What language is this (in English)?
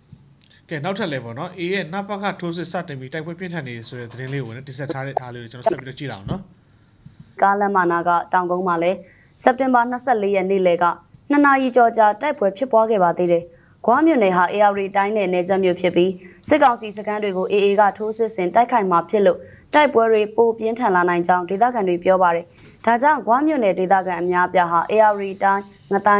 Burmese